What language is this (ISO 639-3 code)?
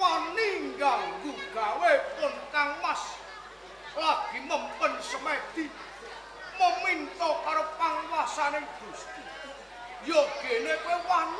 jav